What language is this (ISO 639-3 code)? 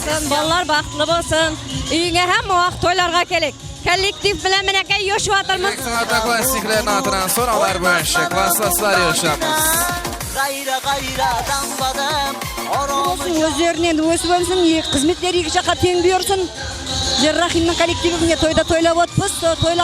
kaa